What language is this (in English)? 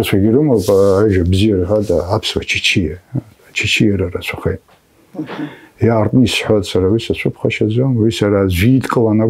Abkhazian